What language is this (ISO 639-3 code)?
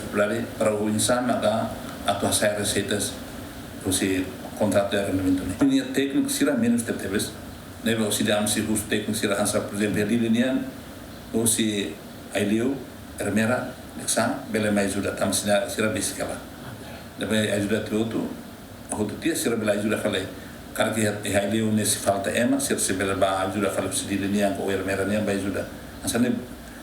tet